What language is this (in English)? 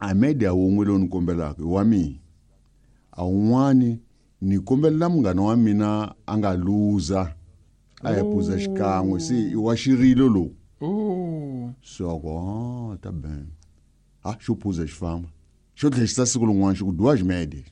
Tsonga